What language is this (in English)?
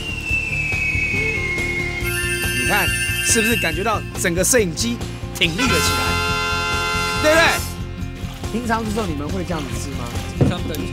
Chinese